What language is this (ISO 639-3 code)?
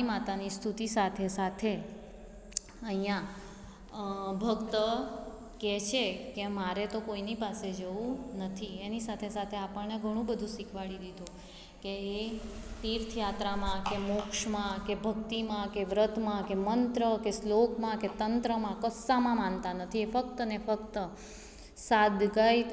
guj